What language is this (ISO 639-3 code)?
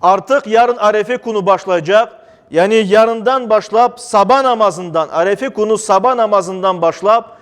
crh